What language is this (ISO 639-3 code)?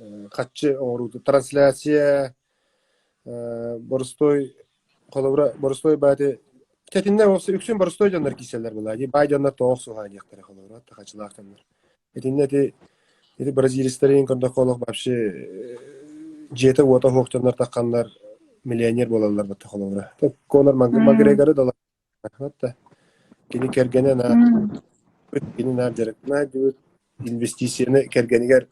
sah